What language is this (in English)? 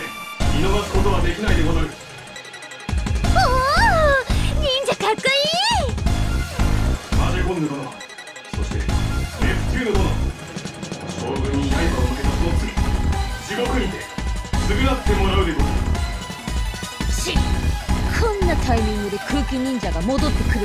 Japanese